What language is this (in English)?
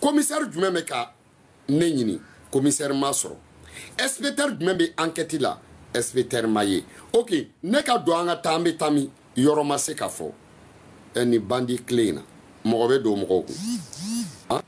Bambara